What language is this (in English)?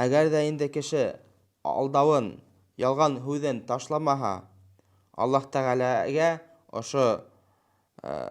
Bashkir